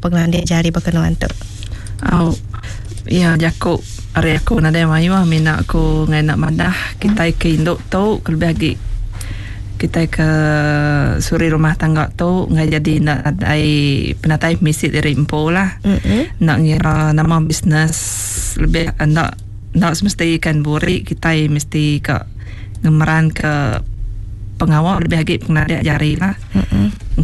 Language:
Iban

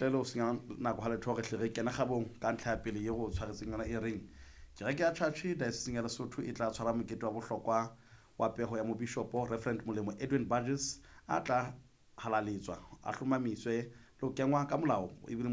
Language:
Southern Sotho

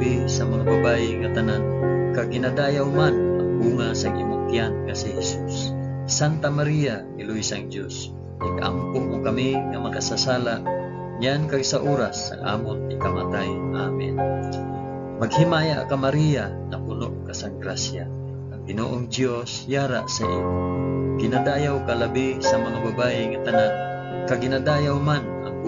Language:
Hiligaynon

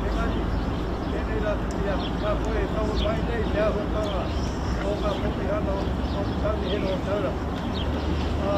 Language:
Māori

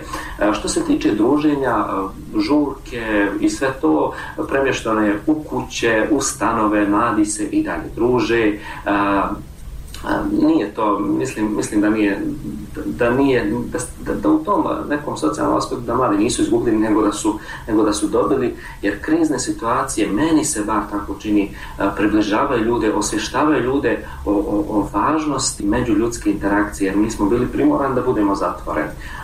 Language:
Bosnian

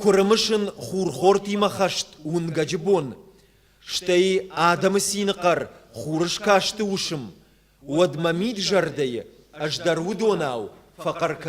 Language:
Ossetic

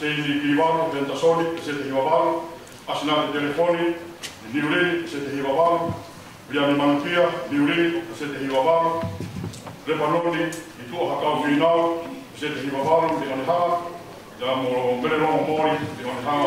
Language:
Tongan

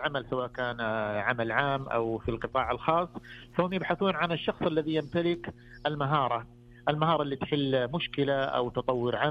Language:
Najdi Arabic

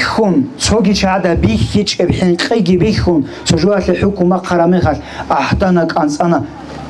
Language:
Avaric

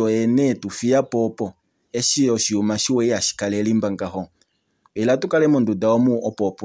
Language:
Kuanyama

